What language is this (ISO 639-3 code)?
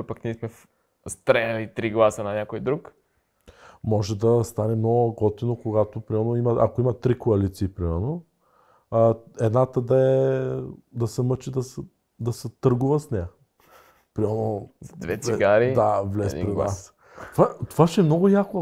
bul